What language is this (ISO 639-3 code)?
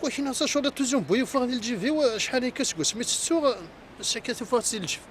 kab